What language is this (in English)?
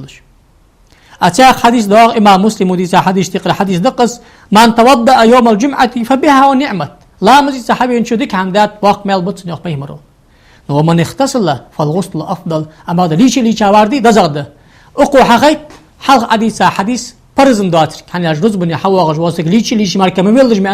Ingush